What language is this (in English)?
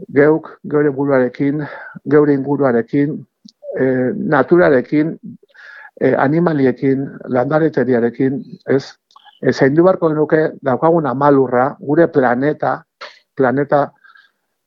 Basque